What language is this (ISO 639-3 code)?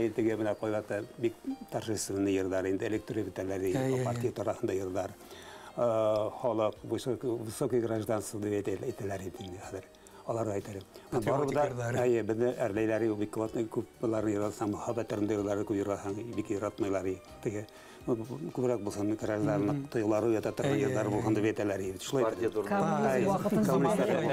bak